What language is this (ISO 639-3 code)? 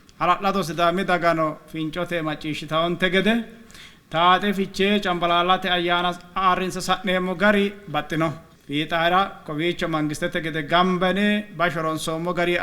sid